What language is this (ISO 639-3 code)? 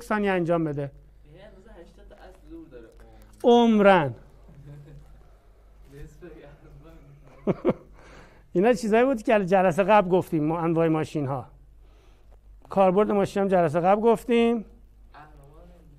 fas